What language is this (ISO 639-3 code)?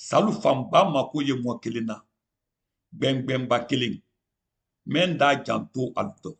man